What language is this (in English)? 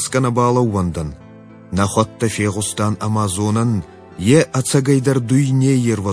Ossetic